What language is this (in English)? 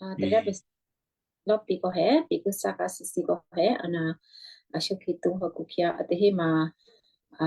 Western Kayah